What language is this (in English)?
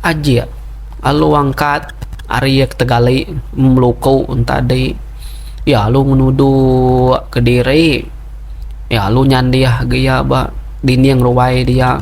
Iban